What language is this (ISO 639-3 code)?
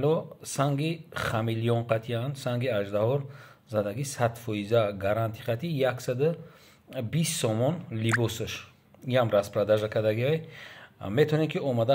tgk